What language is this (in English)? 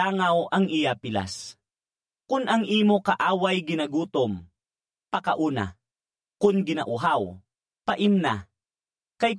Hiligaynon